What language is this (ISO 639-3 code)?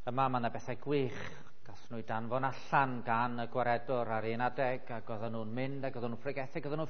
cym